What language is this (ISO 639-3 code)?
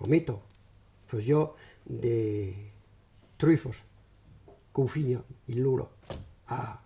oci